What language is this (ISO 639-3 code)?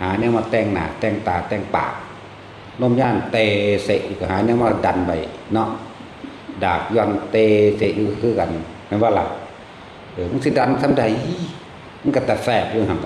tts